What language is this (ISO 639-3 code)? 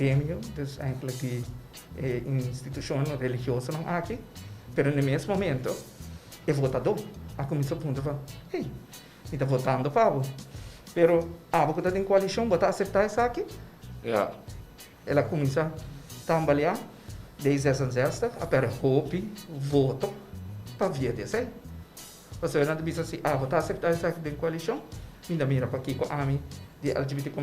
pap